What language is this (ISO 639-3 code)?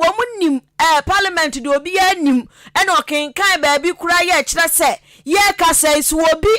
aka